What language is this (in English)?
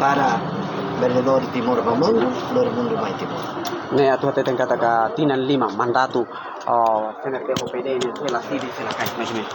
Tetum